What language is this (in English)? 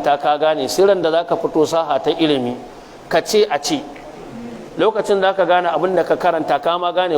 Hausa